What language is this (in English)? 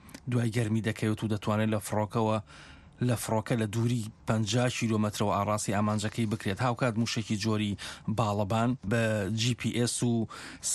Central Kurdish